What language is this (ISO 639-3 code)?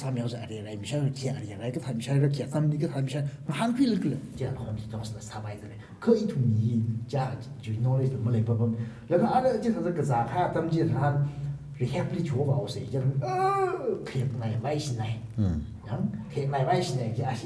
nmf